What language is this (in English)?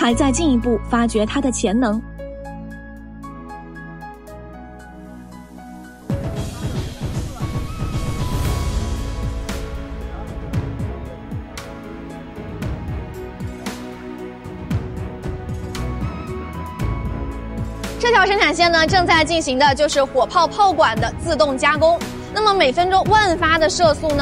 Chinese